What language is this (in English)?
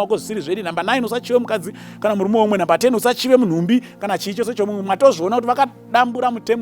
Shona